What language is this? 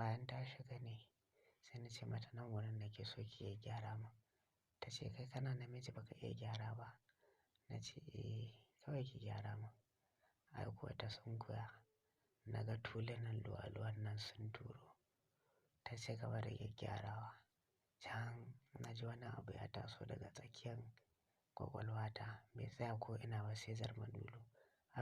Hausa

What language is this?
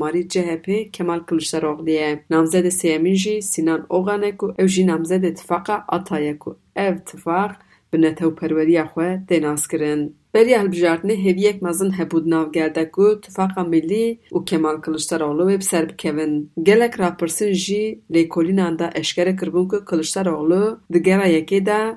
Kurdish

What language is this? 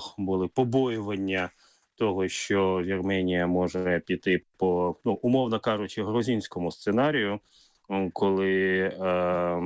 Ukrainian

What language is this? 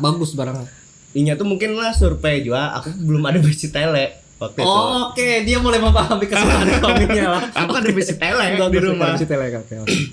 Banjar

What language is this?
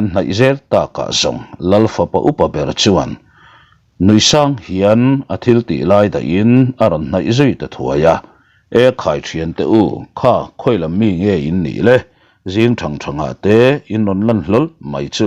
Mizo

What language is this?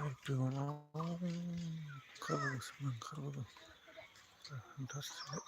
Bodo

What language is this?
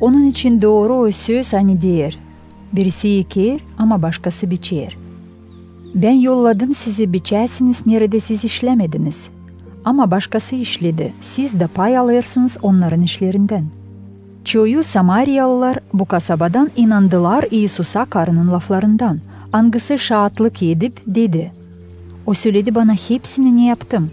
Gagauz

